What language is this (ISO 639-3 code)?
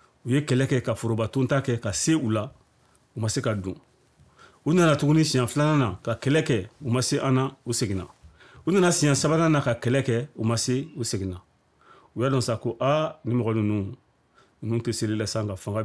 bam